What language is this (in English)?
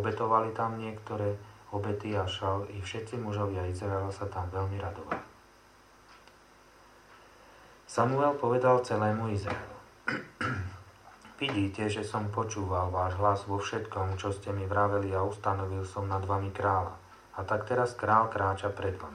Slovak